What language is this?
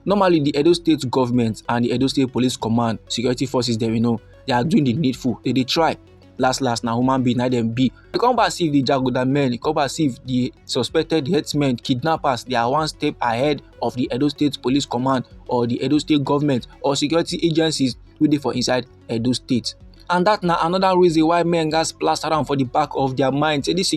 Nigerian Pidgin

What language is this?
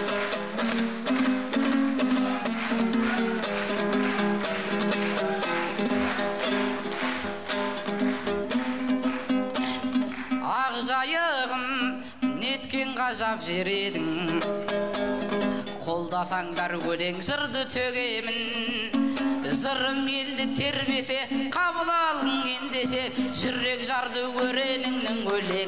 Kazakh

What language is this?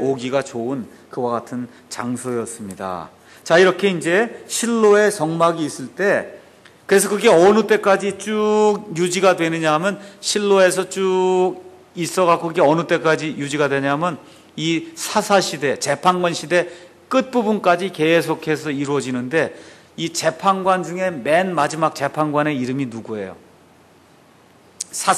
Korean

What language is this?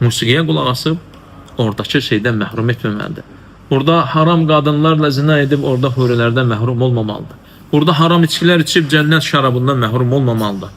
Azerbaijani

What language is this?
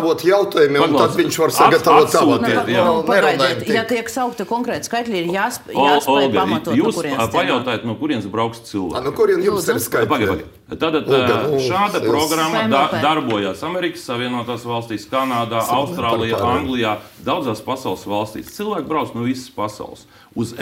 Latvian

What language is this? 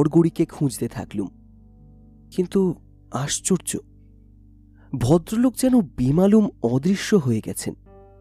Bangla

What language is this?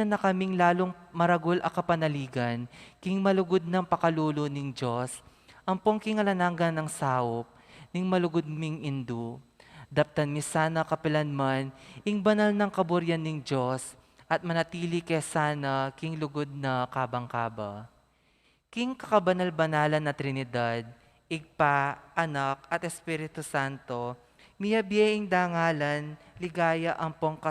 Pampanga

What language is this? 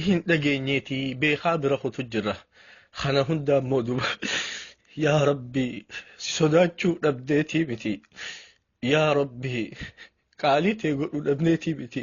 Oromo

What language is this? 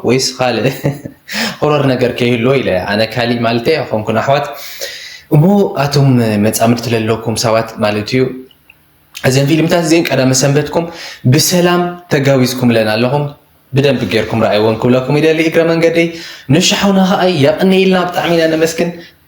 Tigrinya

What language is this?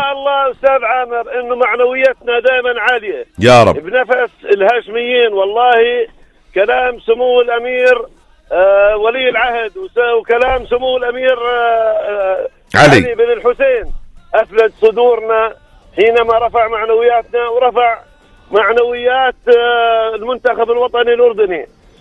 North Levantine Arabic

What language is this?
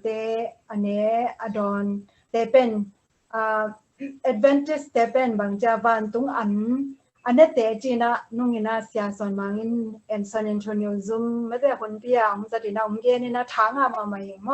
Tedim Chin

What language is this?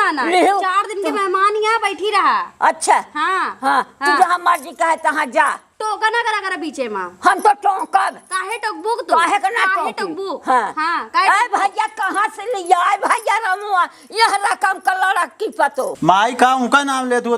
Awadhi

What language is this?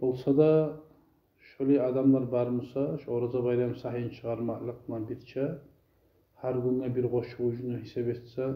Kumyk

